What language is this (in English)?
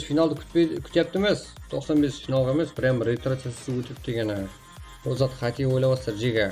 Kara-Kalpak